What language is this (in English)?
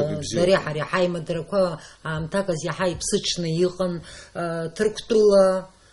Abkhazian